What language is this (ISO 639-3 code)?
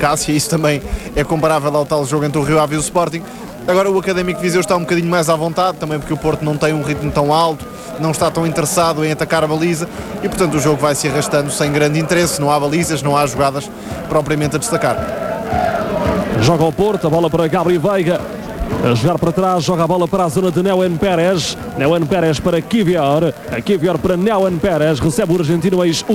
por